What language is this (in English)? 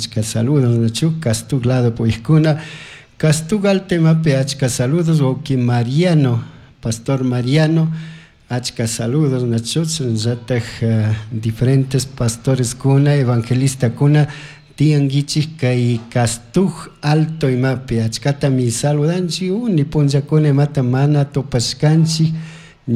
Chimborazo Highland Quichua